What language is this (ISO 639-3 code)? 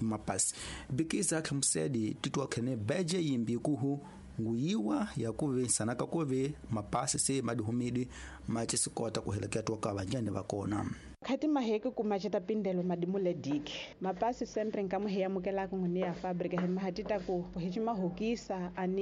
tso